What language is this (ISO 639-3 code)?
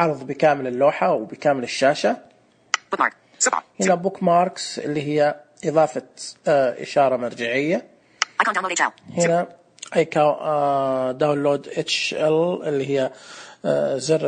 ars